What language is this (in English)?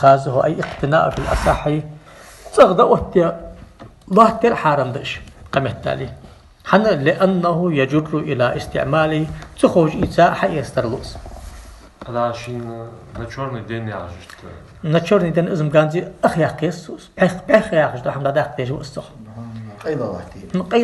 Ingush